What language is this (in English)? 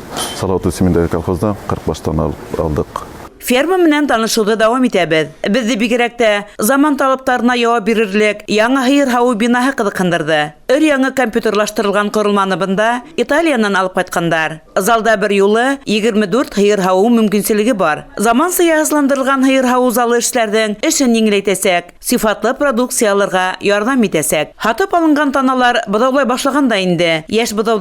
Bashkir